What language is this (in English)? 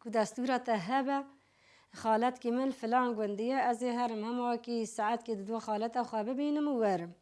Kurdish